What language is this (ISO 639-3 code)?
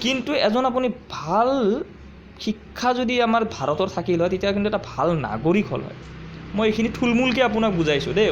asm